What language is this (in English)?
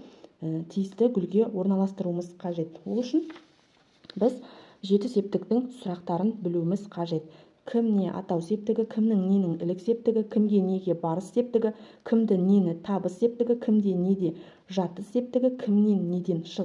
Kazakh